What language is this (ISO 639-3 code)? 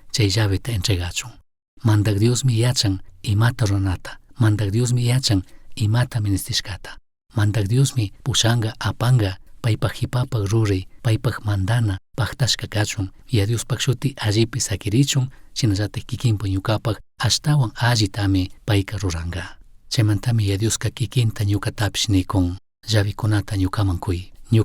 qug